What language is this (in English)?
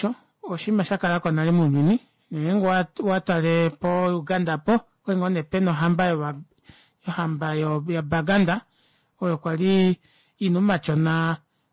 Kuanyama